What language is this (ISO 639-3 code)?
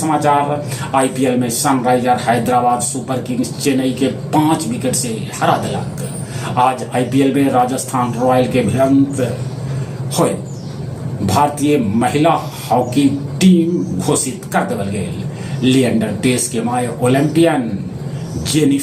mag